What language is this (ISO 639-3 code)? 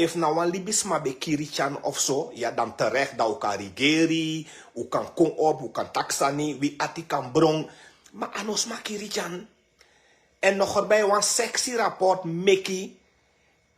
srn